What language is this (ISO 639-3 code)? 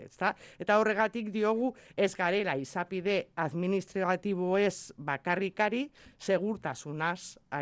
eus